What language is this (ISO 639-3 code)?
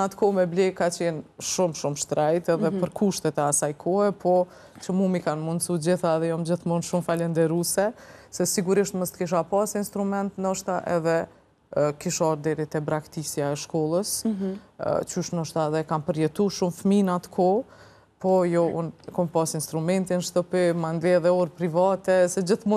sqi